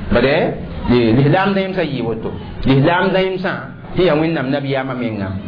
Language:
Mossi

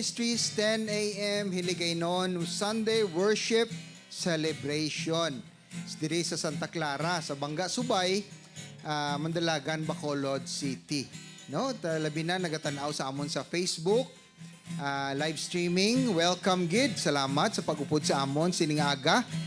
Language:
Hiligaynon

